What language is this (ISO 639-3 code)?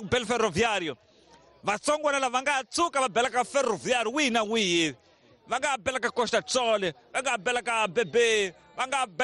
tso